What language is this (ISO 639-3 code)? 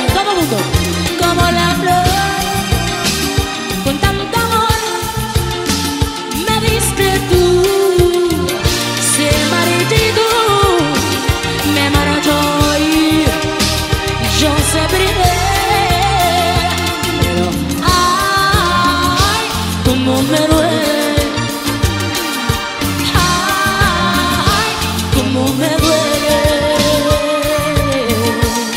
spa